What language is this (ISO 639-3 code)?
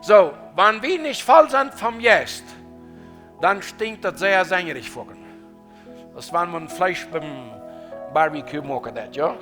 pdt